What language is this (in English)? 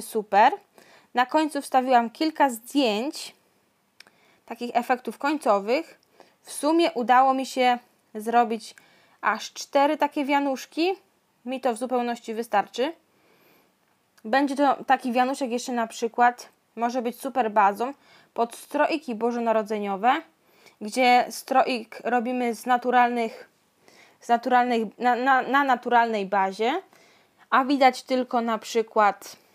Polish